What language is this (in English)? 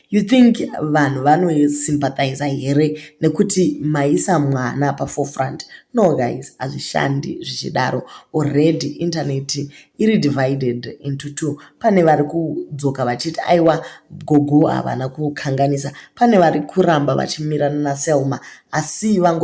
Shona